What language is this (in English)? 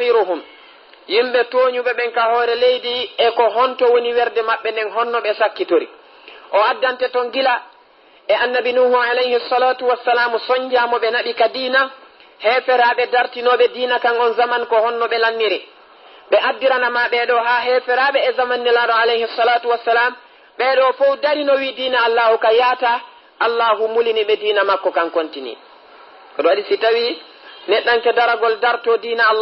Fula